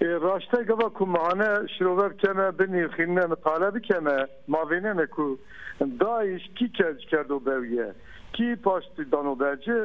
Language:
Zaza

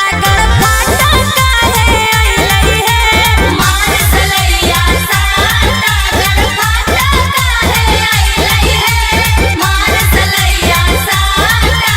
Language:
Magahi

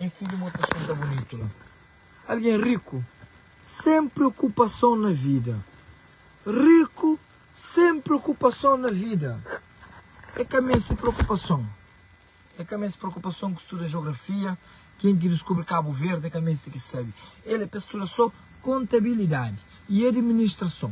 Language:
Kabuverdianu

